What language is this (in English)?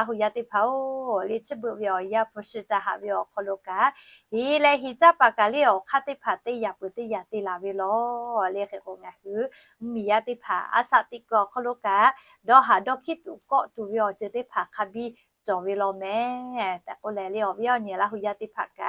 Lahu